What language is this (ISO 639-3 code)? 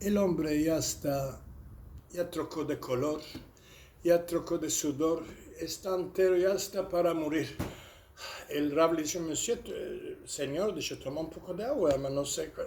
lad